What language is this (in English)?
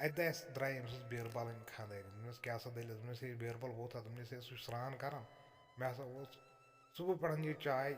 Kashmiri